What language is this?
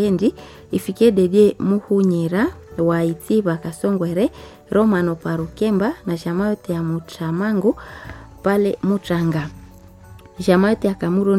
Swahili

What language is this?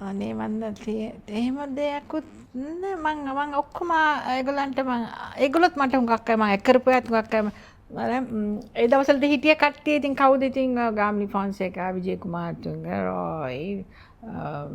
Sinhala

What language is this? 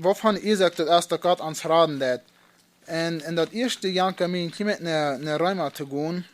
Plautdietsch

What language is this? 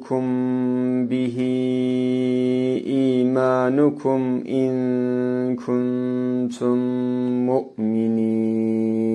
Arabic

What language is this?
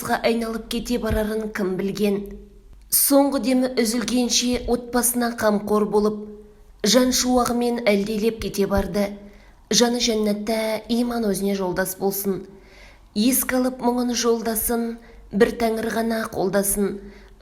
Kazakh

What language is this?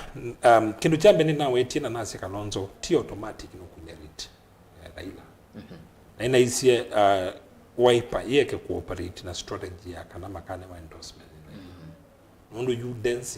Kamba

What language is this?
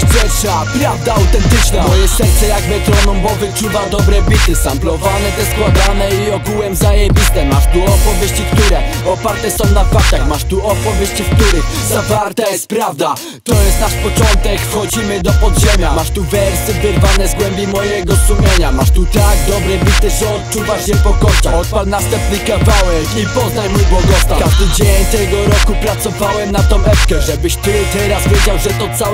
Polish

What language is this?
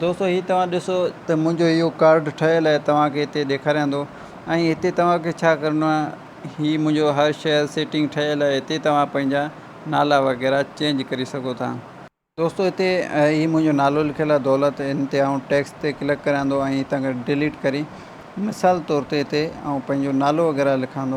Sindhi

